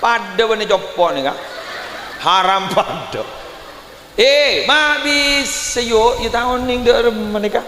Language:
Madurese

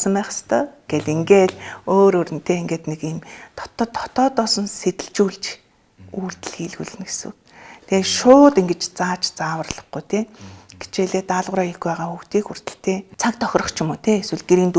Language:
Mongolian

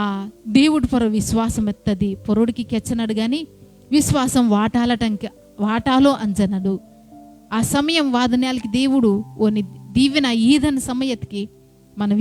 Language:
Koya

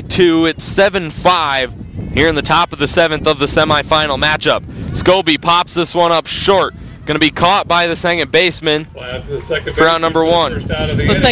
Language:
English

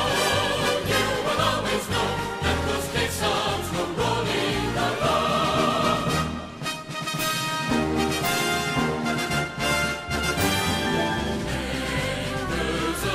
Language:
English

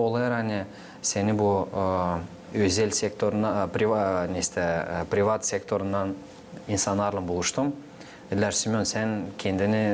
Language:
Gagauz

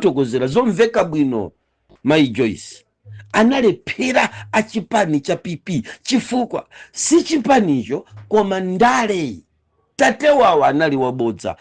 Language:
Nyanja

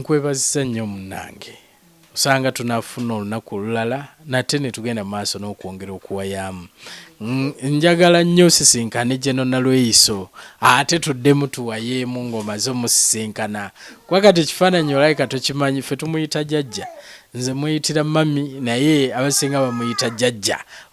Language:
Ganda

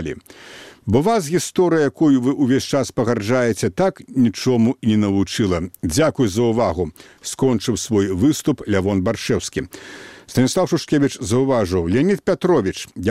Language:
Belarusian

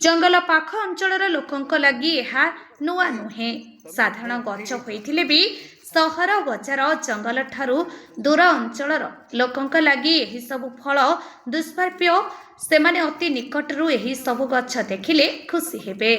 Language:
Odia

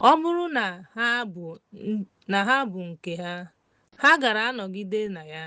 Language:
Igbo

